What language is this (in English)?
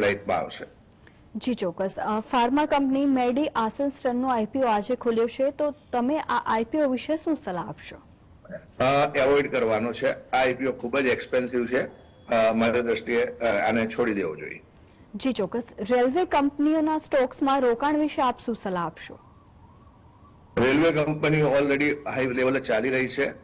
Gujarati